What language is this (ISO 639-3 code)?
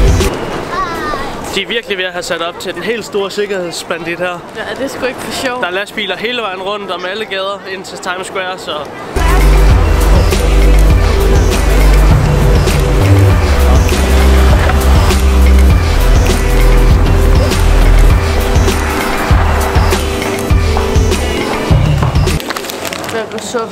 dan